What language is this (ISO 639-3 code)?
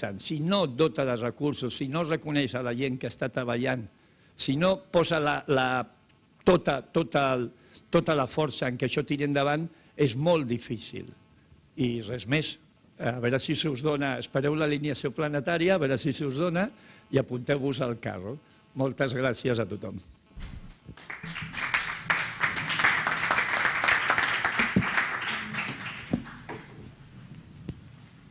cat